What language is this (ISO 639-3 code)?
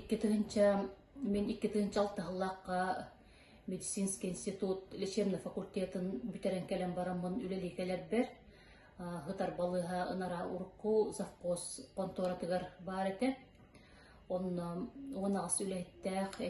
sah